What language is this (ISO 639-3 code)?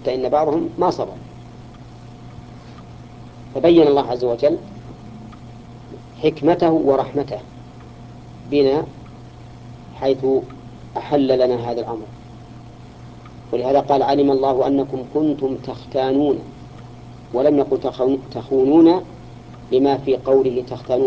ara